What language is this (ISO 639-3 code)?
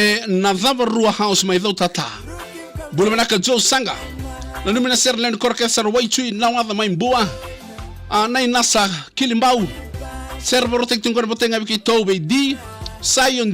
fij